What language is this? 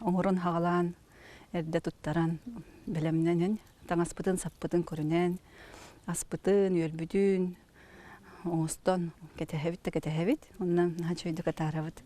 Yakut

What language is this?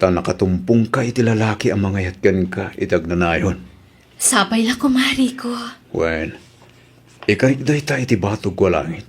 Iloko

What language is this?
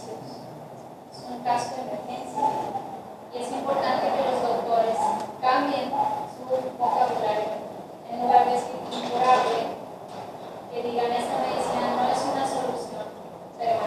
Spanish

